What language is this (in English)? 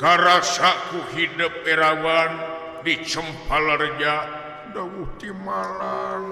Sundanese